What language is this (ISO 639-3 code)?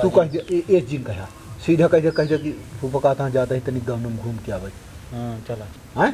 awa